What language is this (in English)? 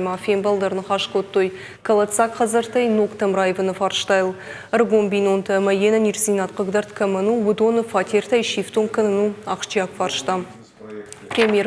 Ossetic